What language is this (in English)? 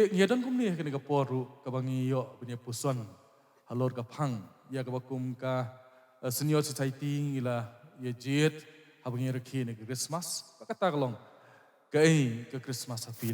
Khasi